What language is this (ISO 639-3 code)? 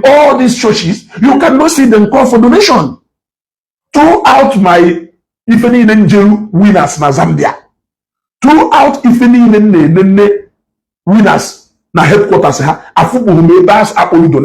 ibo